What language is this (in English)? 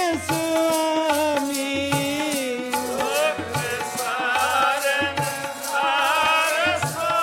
Punjabi